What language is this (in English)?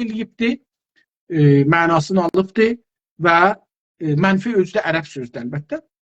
South Azerbaijani